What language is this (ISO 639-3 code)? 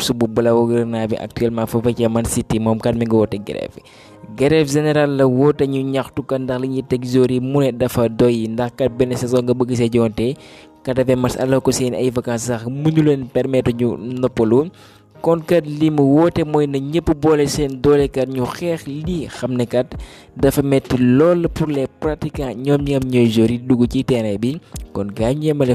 wol